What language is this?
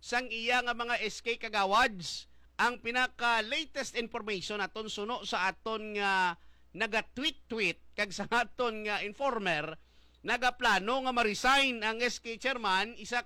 Hiligaynon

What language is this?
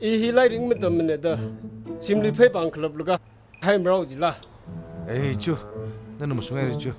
Tangkhul Naga (India)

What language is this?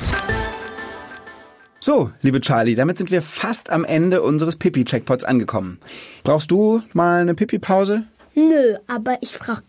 German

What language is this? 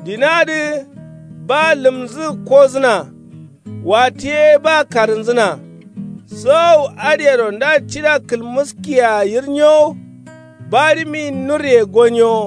Kanuri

